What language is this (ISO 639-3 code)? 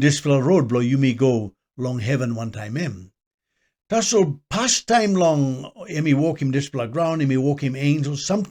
tpi